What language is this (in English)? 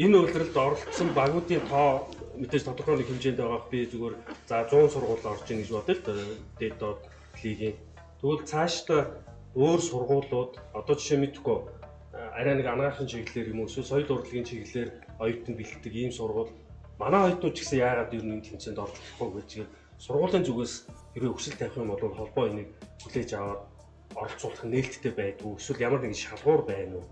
Mongolian